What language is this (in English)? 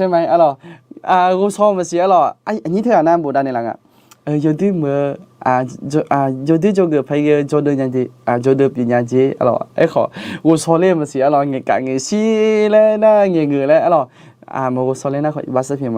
Akha